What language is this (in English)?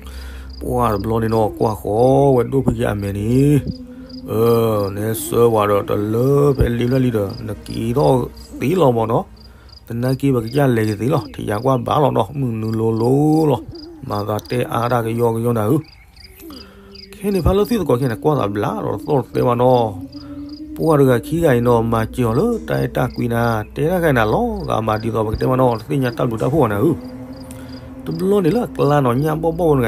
S'gaw Karen